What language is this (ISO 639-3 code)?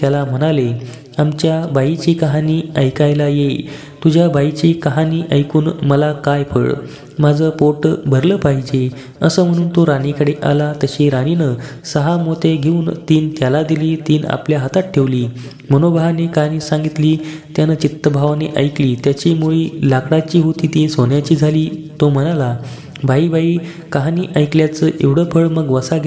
mar